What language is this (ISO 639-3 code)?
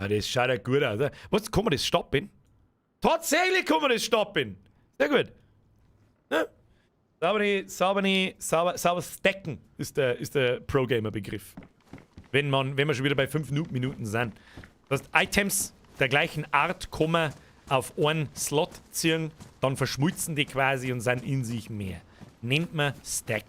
bar